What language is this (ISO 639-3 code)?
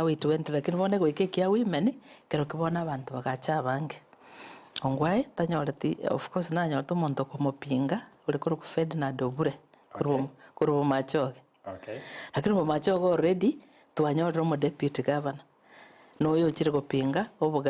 guz